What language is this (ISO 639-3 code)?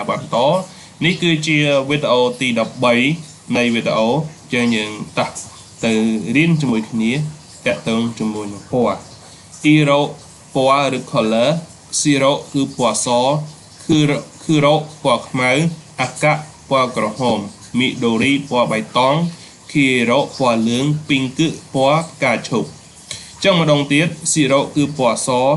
khm